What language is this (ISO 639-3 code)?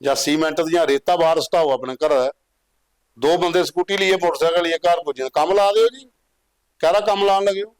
doi